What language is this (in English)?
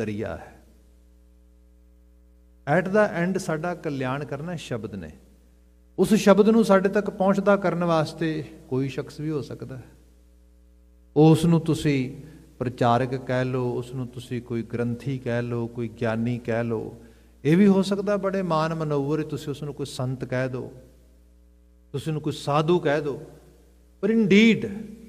Punjabi